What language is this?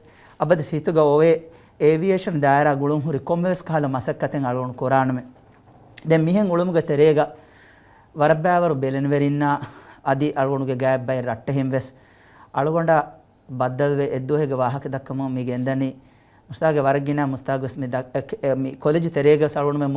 Divehi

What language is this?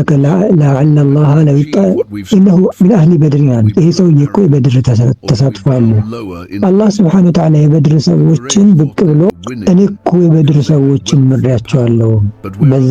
Amharic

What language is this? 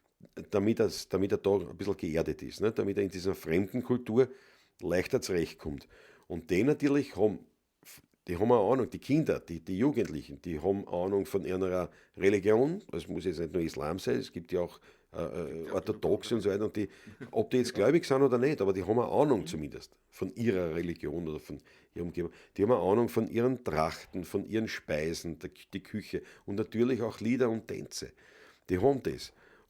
Bavarian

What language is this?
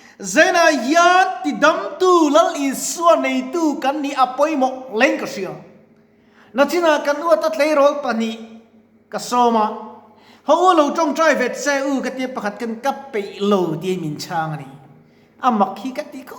Mizo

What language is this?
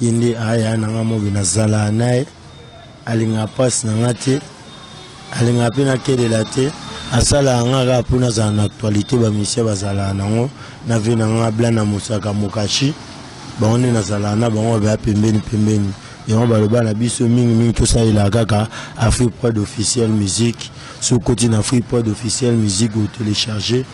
Lingala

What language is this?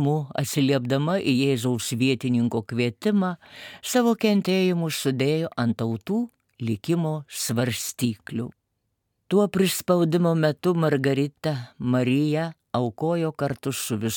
Lithuanian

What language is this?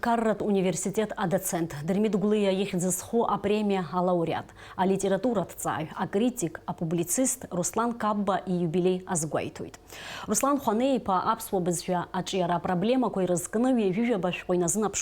Abkhazian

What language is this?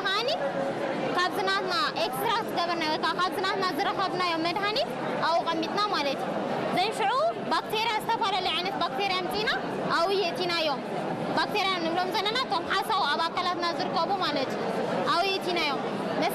Tigrinya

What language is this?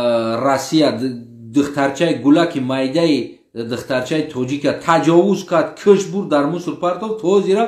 Tajik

